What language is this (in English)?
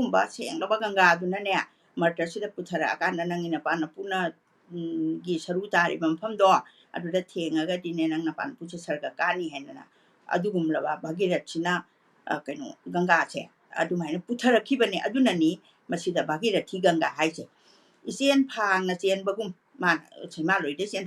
Manipuri